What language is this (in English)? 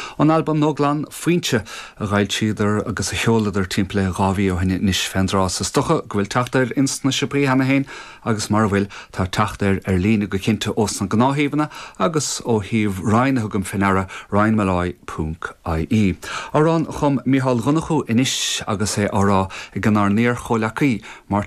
Irish